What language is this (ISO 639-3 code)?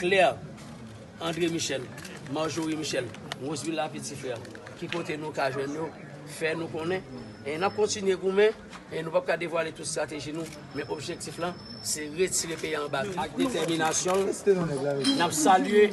hat